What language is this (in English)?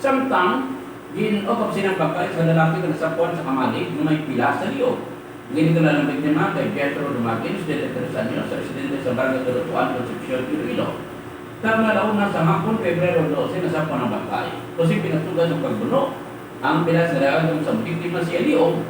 Hiligaynon